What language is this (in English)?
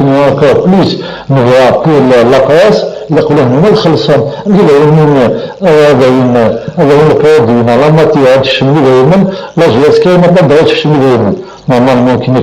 Kabyle